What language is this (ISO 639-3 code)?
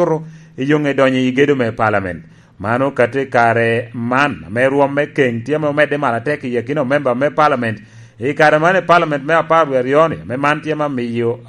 laj